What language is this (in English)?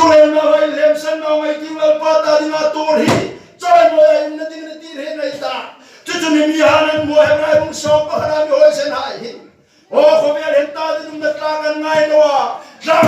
Hmar